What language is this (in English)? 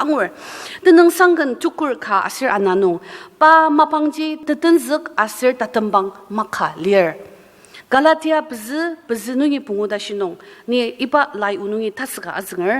Ao Naga